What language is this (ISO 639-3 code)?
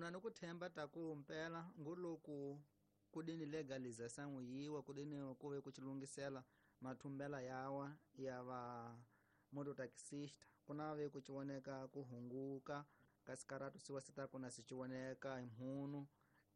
tso